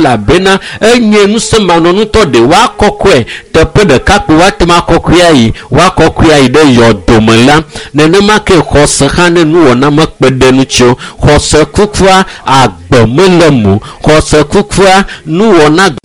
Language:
Ewe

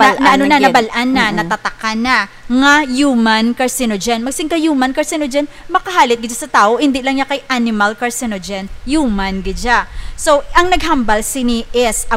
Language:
Hiligaynon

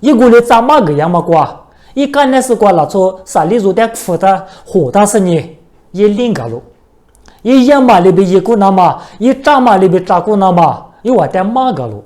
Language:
Lisu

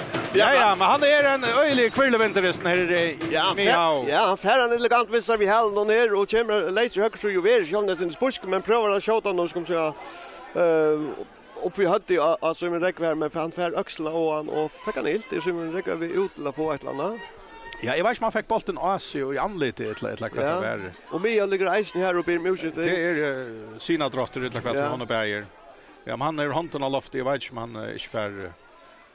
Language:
Faroese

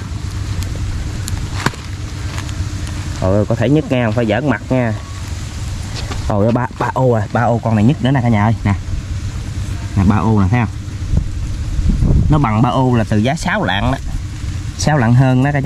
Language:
Vietnamese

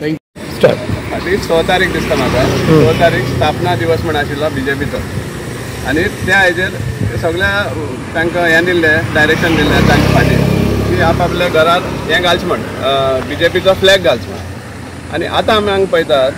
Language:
Konkani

